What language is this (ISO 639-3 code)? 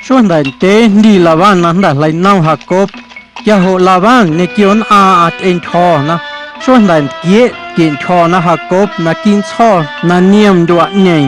amu